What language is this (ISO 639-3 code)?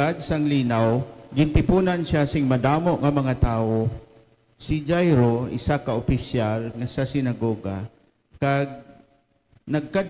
hil